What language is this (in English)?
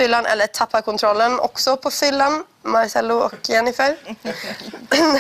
Swedish